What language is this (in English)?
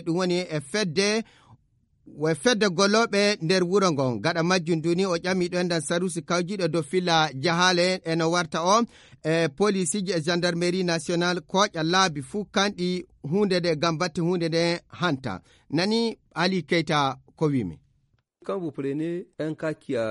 Fula